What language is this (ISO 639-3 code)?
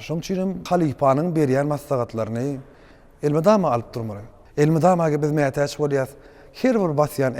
tuk